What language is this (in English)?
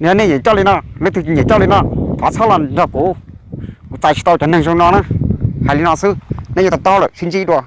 Hmong